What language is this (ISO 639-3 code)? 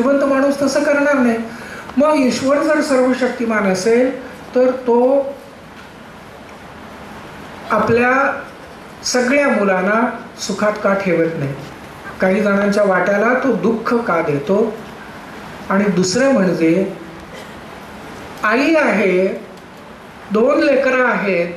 mar